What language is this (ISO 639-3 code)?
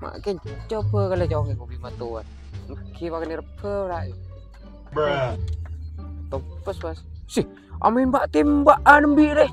mad